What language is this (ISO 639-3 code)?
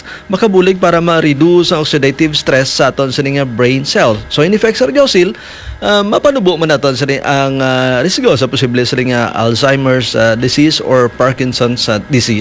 hil